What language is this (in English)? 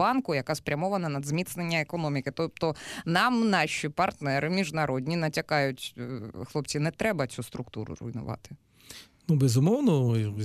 Ukrainian